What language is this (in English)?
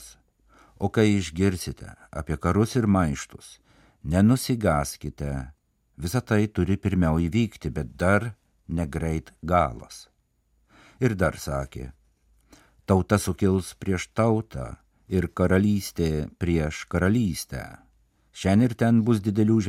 Lithuanian